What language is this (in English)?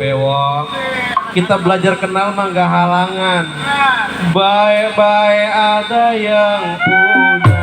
Betawi